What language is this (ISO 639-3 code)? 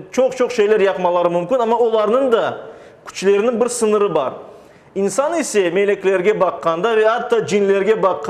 crh